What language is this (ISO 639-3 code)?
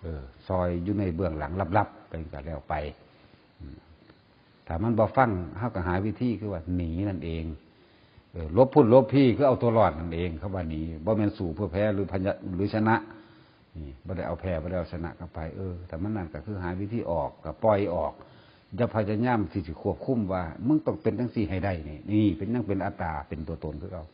tts